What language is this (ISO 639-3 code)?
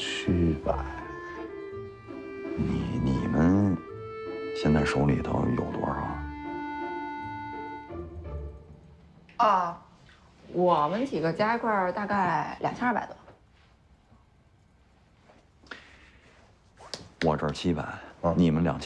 zho